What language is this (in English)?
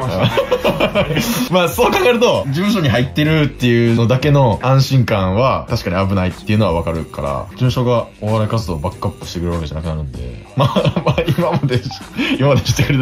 Japanese